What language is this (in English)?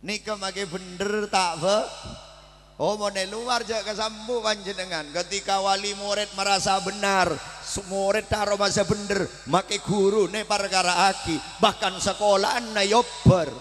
Madurese